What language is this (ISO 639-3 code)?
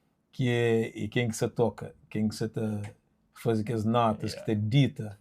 kea